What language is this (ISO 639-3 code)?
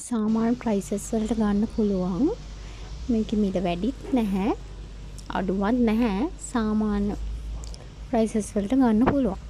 sin